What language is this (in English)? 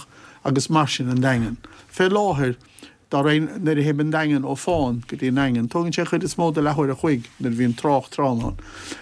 Irish